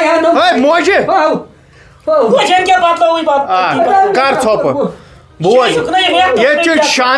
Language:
Kashmiri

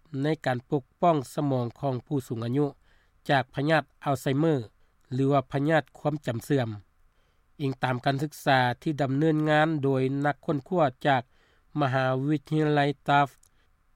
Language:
Lao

